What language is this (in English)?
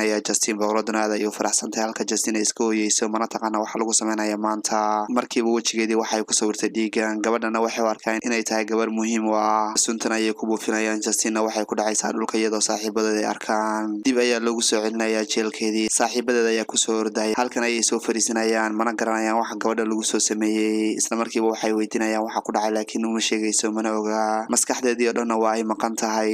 Somali